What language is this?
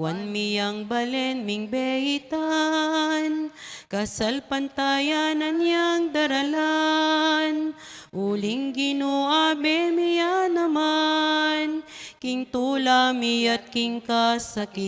Pampanga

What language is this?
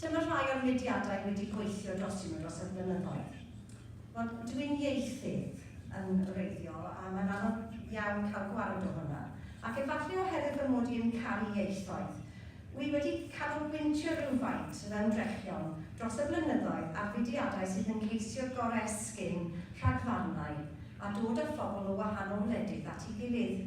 Welsh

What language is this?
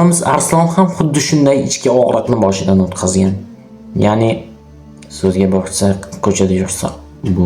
Uzbek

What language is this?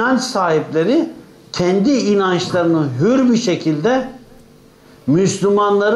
Turkish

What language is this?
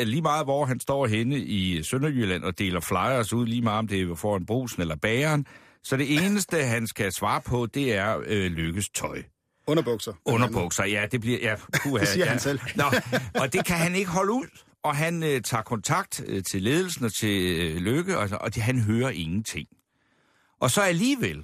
Danish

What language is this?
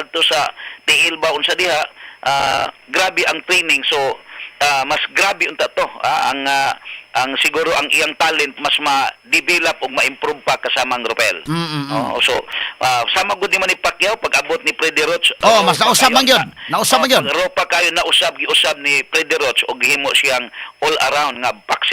Cebuano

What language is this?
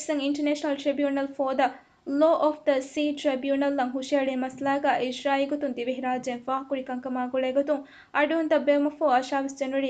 Divehi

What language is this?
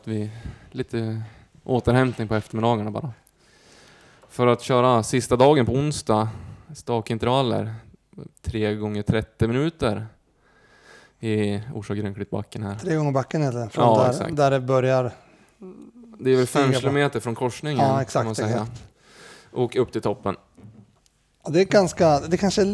Swedish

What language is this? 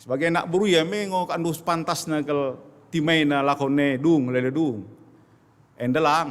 Batak Karo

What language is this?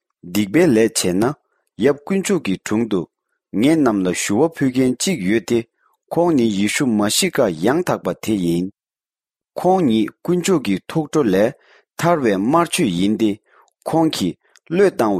Tibetan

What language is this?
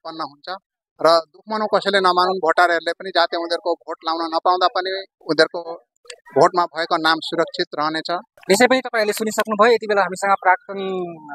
Nepali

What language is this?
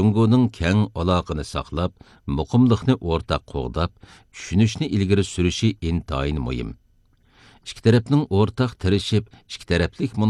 Uyghur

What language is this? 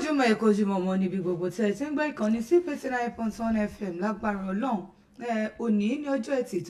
Yoruba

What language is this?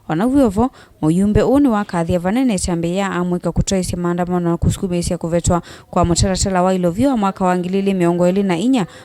Kamba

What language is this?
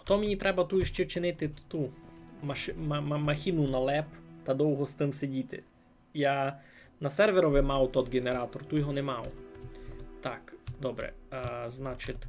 Rusyn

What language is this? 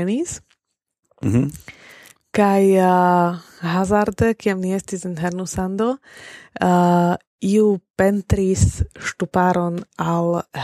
Esperanto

